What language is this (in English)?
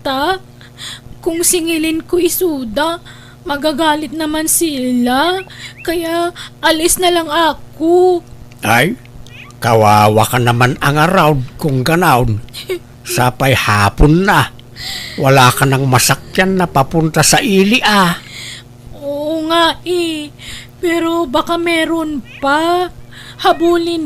Iloko